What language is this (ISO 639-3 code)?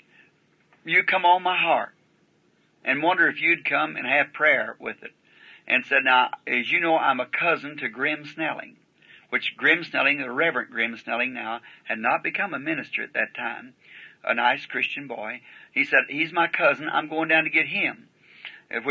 eng